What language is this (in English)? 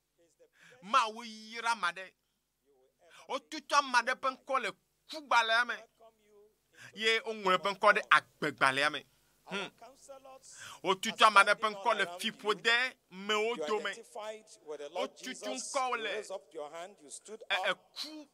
Ewe